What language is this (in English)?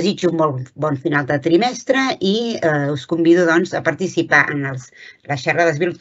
Catalan